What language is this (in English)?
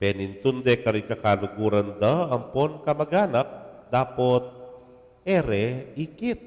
Pampanga